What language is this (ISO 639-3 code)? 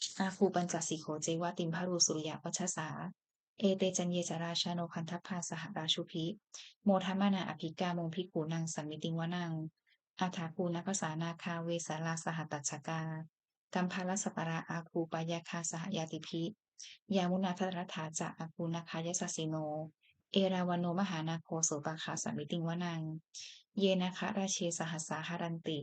pli